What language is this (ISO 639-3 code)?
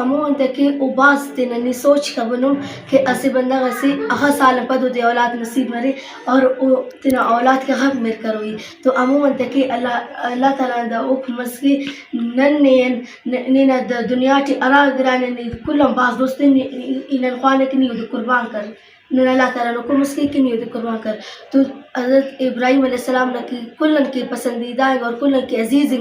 brh